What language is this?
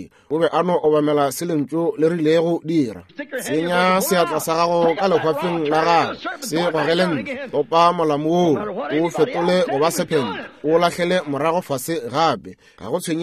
Northern Sotho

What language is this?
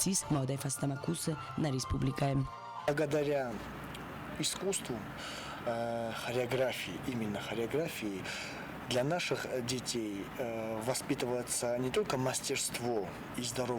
Ossetic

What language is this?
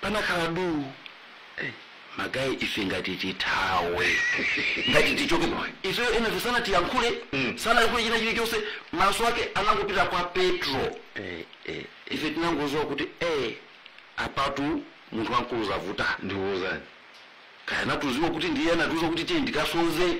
Nyanja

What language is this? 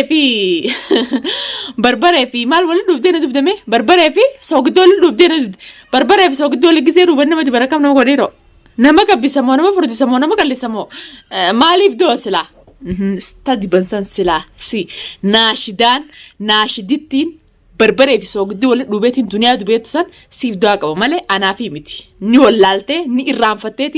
Oromo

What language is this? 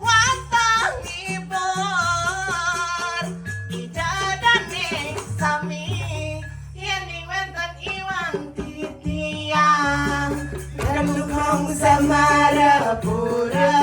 Balinese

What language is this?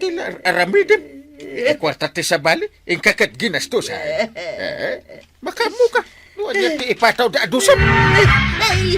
Iloko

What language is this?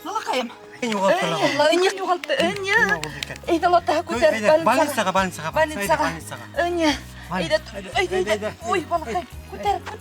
Bashkir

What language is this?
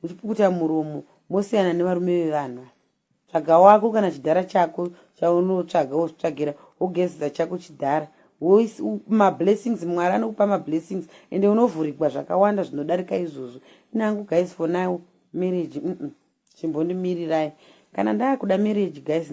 Shona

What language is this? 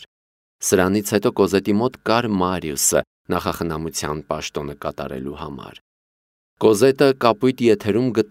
Armenian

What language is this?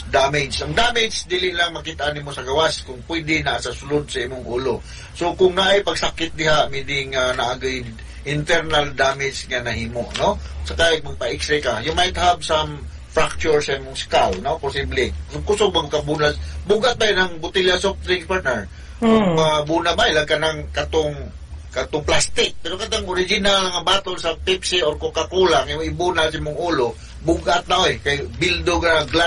Cebuano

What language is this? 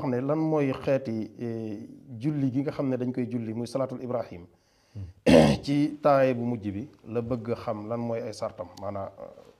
Wolof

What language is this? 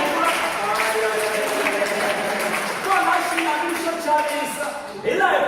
Tsonga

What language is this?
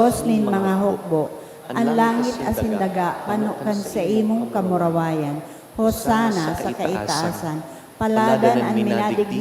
Bikol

